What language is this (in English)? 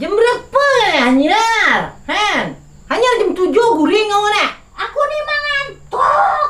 Banjar